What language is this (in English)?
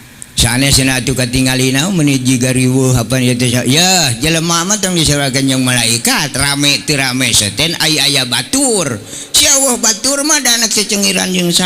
Sundanese